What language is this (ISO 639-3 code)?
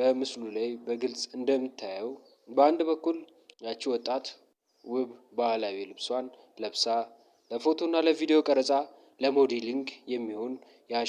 amh